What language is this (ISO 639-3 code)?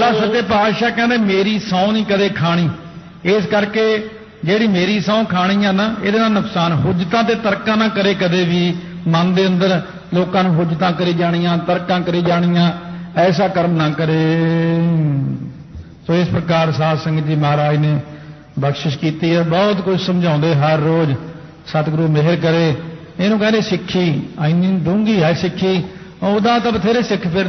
pan